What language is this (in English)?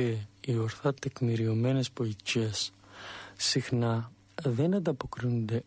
Greek